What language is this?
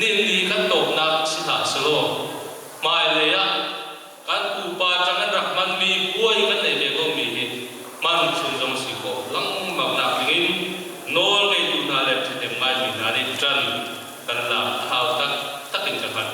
Hakha Chin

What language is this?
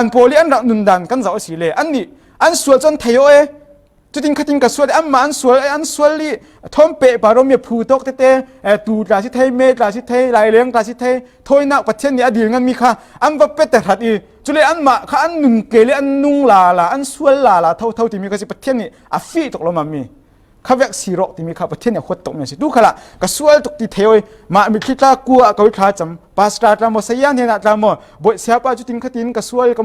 Falam Chin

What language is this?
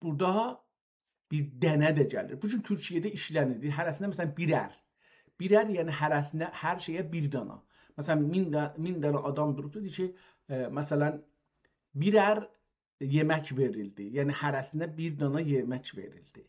South Azerbaijani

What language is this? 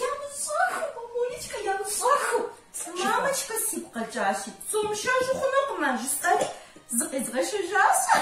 Kabardian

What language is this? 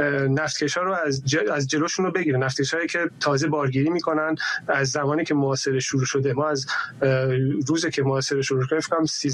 Persian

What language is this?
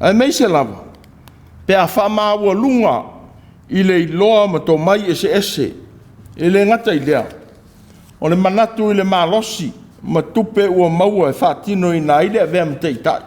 Samoan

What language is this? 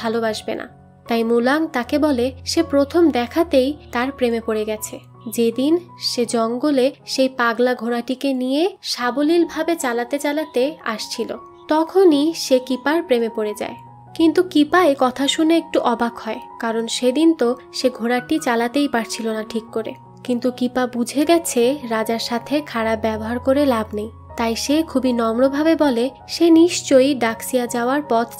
Bangla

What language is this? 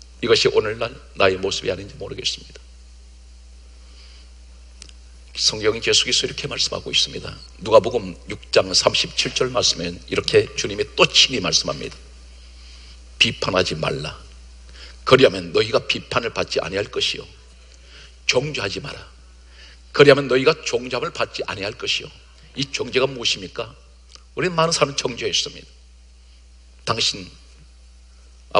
Korean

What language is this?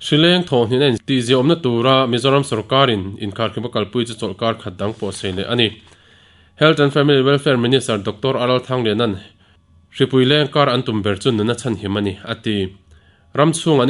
Mizo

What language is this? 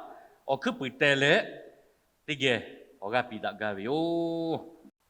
Lahu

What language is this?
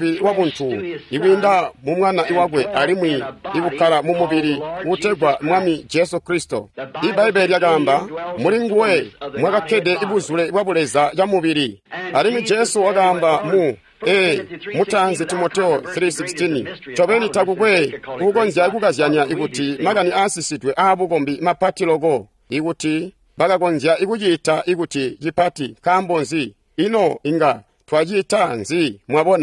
Tonga (Zambia)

